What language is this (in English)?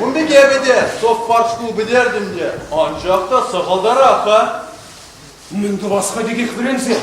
Chuvash